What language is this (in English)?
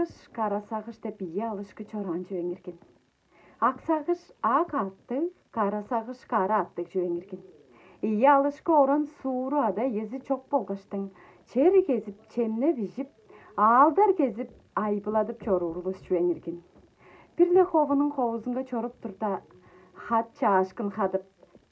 Tuvinian